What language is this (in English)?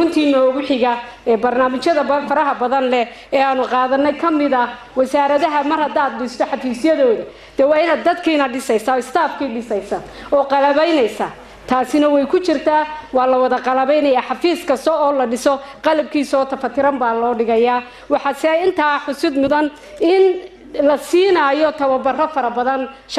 Somali